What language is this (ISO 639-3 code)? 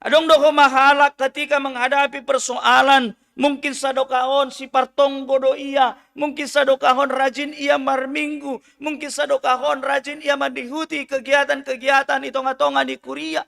bts